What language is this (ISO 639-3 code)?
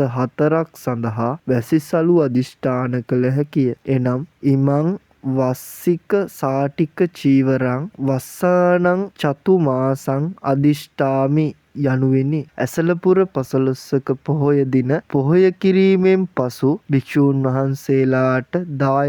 sin